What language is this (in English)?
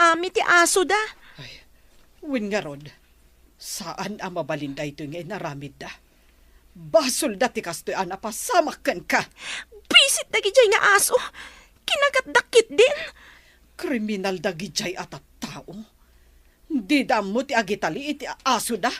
Iloko